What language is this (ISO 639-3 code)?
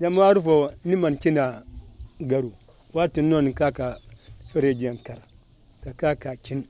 dje